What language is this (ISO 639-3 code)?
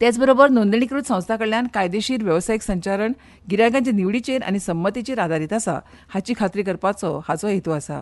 kok